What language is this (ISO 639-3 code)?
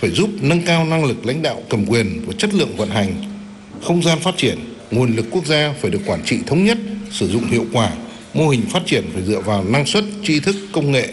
vie